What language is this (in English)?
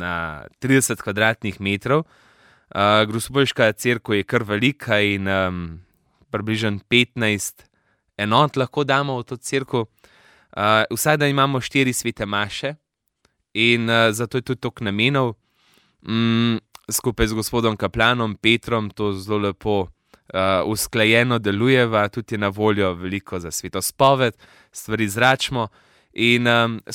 Slovenian